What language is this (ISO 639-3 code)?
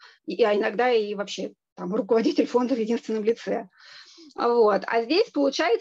rus